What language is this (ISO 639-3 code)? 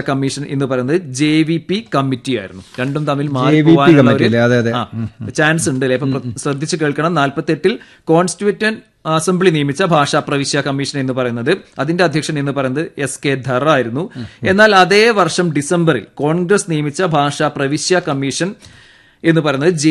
mal